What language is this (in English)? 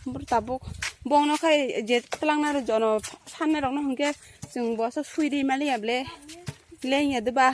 Kok Borok